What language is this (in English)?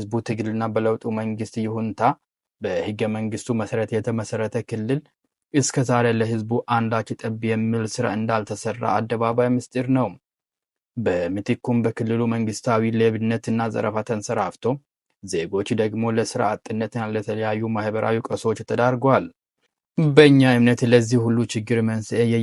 Amharic